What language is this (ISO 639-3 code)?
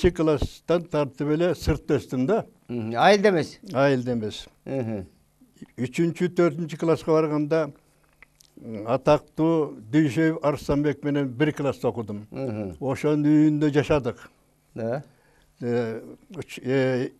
kir